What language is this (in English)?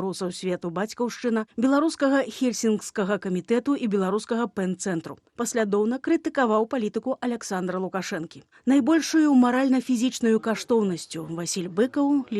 Belarusian